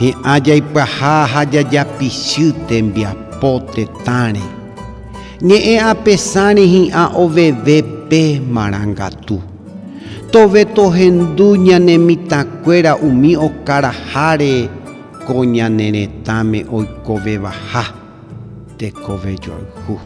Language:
Guarani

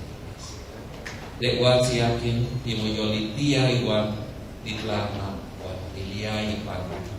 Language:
Nahuatl languages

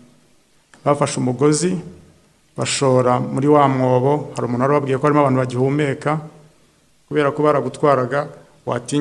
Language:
Kinyarwanda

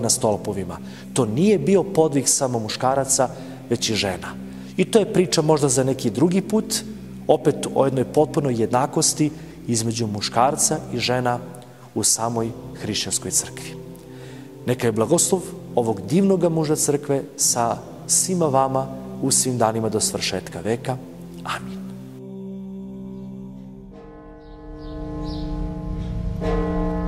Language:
Serbian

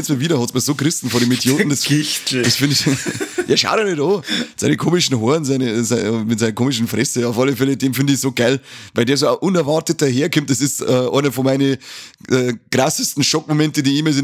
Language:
Bavarian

